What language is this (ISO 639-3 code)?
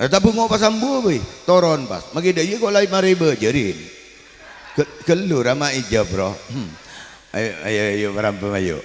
mad